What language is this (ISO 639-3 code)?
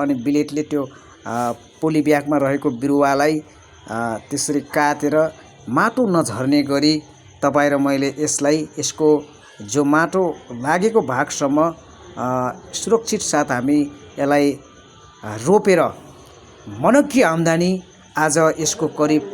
nep